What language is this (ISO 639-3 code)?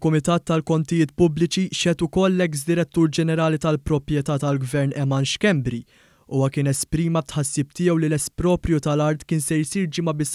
mlt